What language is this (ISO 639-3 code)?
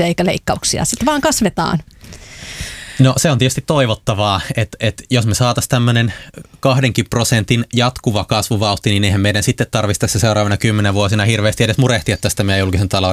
fin